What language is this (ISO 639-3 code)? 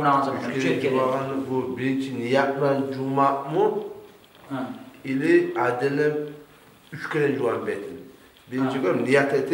kum